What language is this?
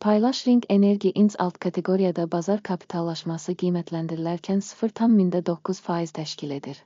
Azerbaijani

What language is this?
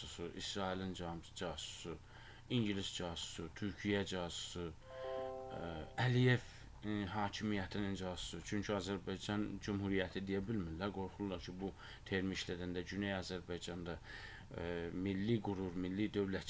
Azerbaijani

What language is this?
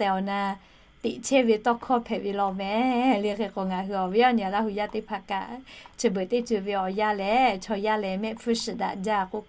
Lahu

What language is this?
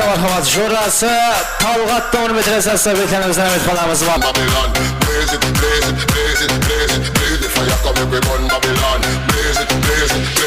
Kara-Kalpak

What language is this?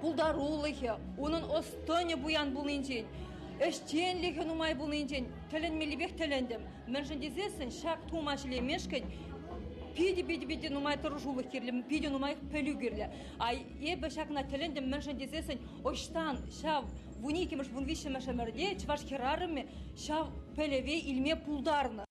Chuvash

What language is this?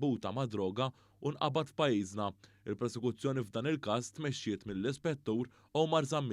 Maltese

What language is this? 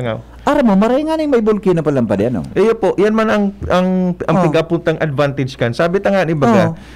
Bikol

